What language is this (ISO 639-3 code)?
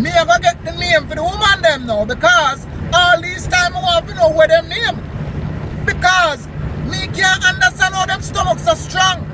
jam